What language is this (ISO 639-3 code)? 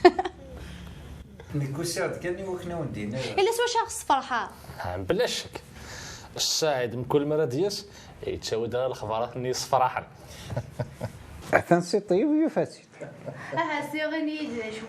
kab